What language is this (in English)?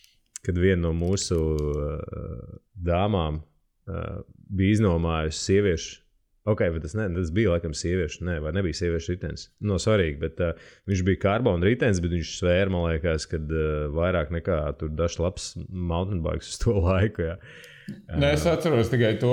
Latvian